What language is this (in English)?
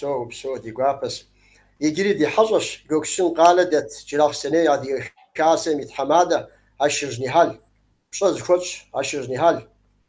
Kabardian